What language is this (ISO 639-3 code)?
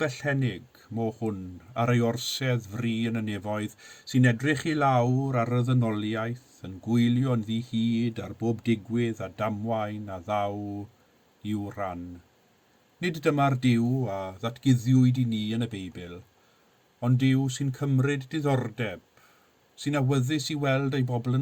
cym